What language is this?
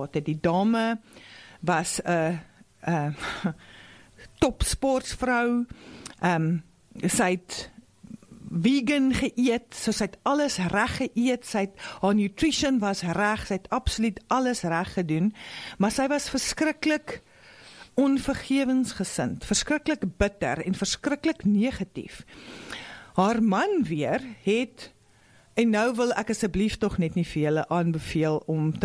Afrikaans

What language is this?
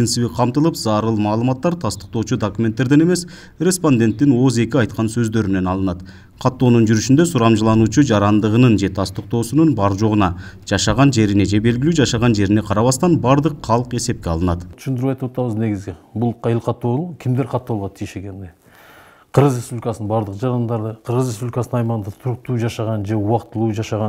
Kyrgyz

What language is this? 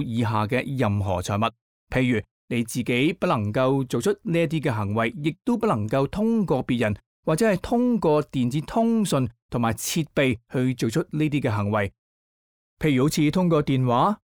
Cantonese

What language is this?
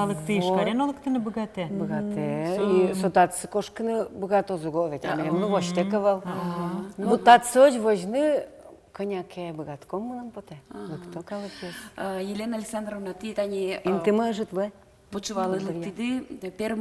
Udmurt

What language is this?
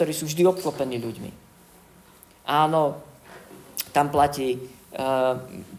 Slovak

